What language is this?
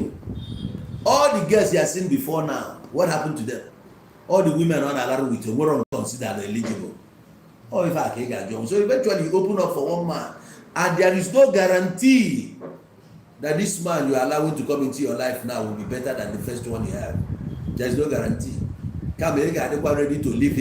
Igbo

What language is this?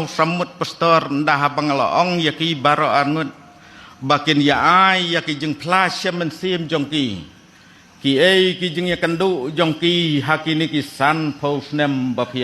Khasi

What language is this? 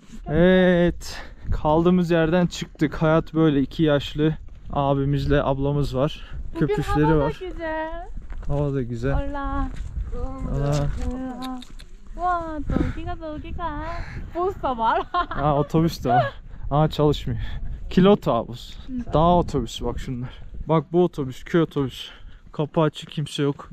Turkish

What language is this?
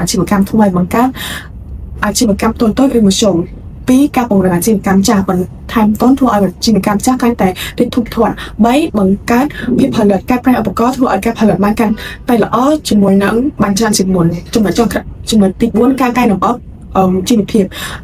Khmer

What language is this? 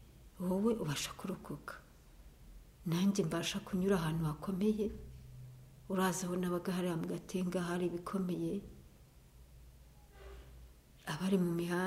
Kinyarwanda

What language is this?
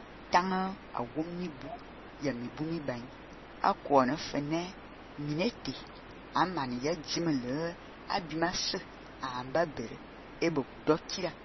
Fang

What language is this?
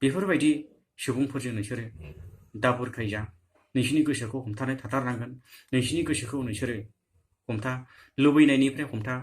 Bodo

